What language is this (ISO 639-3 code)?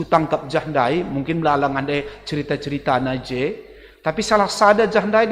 btx